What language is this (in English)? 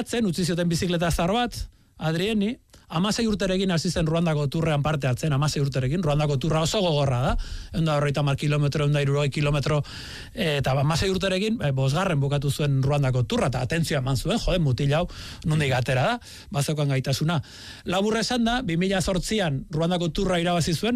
Basque